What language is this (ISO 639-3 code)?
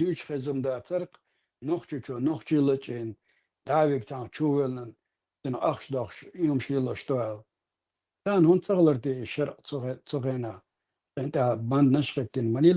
che